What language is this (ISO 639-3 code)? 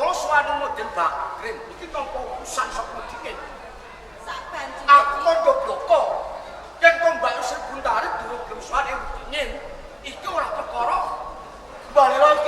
jav